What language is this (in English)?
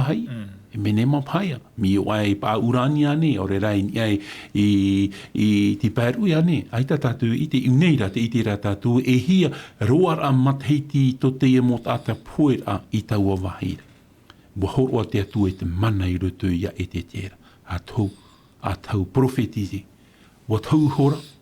Tahitian